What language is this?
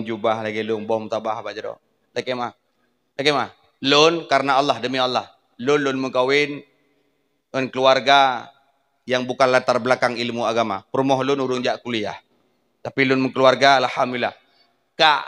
Achinese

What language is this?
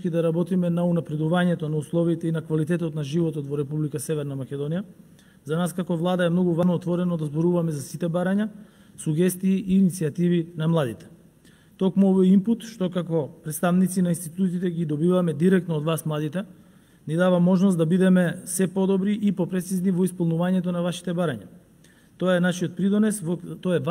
Macedonian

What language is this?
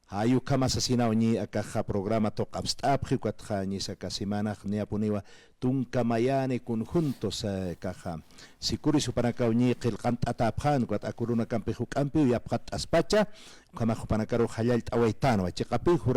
Aymara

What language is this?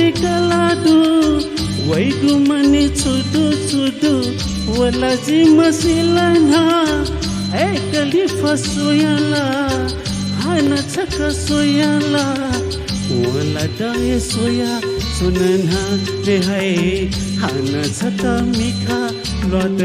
Newari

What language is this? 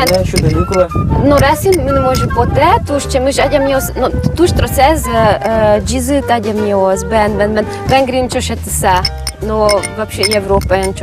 Udmurt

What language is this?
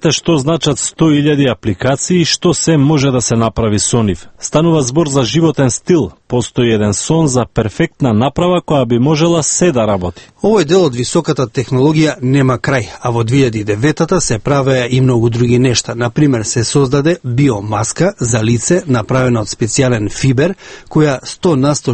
Macedonian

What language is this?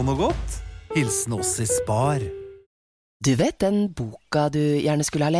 Norwegian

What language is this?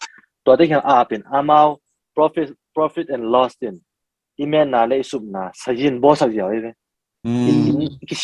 Tedim Chin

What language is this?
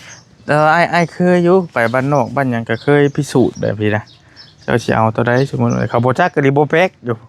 Northeastern Thai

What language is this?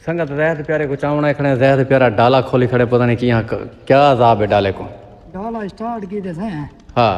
Saraiki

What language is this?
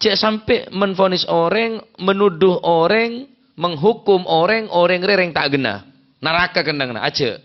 Madurese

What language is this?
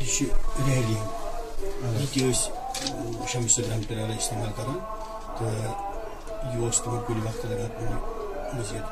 Kashmiri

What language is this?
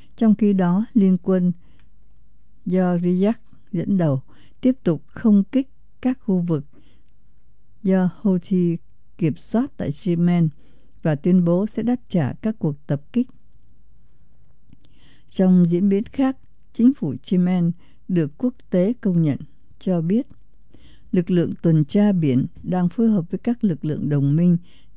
Vietnamese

